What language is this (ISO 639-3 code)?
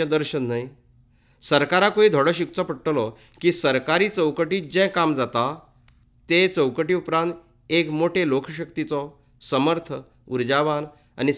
kok